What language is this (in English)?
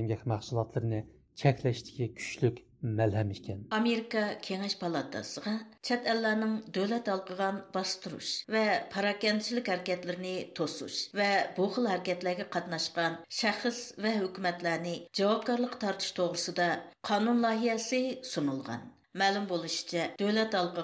Uyghur